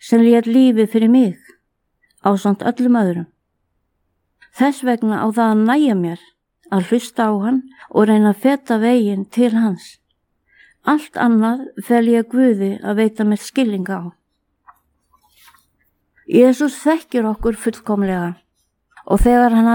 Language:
Icelandic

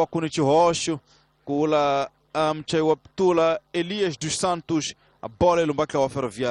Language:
Tsonga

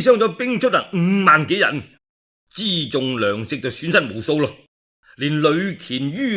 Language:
Cantonese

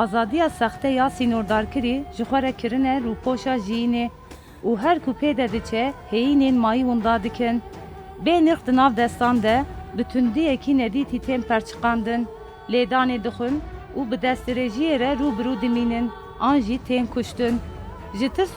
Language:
Kurdish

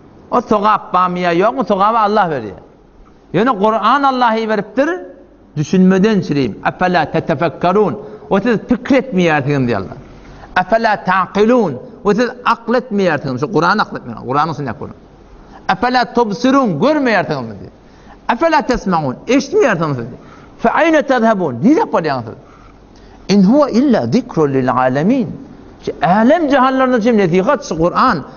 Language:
Turkmen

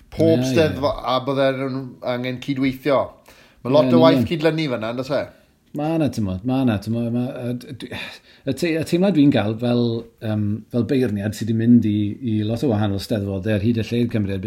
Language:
Welsh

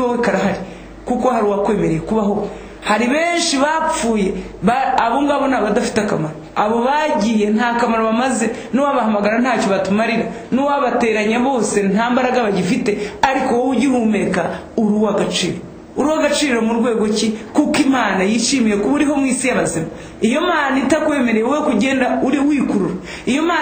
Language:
Kinyarwanda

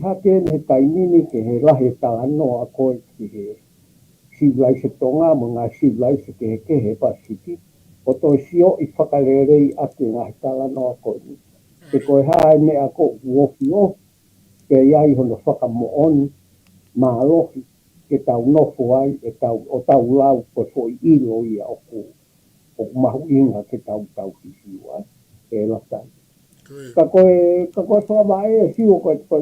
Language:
Tongan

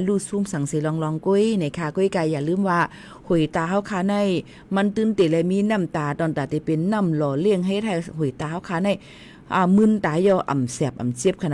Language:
Shan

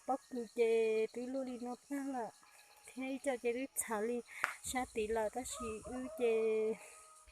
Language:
Hmong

